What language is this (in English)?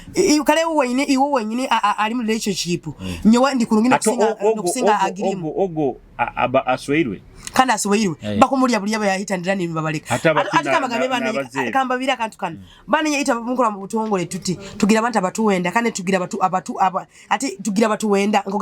Nyoro